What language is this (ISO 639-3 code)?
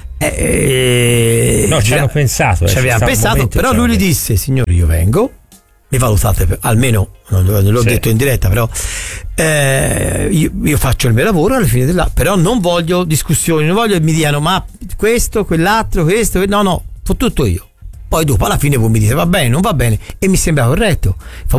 ita